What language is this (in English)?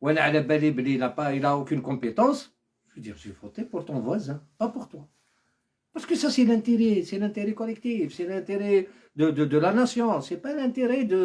Algerian Arabic